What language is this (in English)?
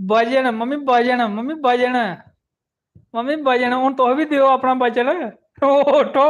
Dogri